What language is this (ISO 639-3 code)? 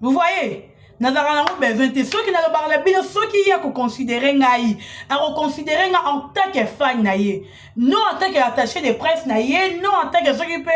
lin